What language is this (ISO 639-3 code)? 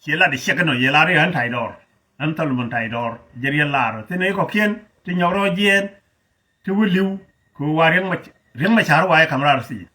nus